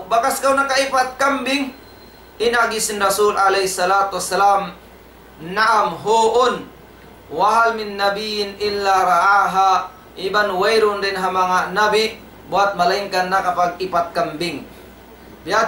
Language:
Tausug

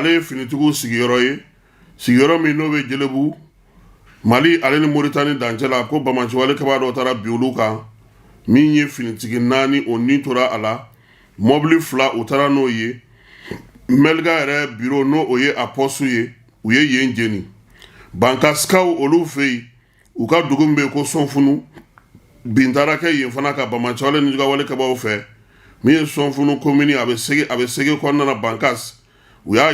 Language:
Bambara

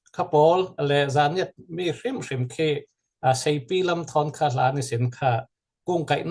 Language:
Falam Chin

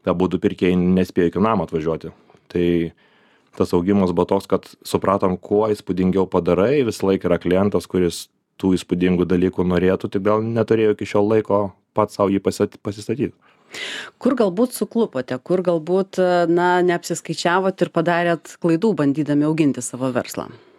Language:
Lithuanian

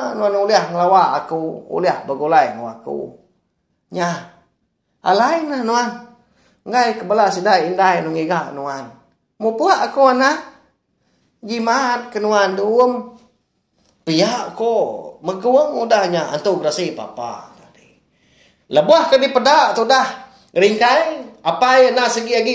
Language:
Iban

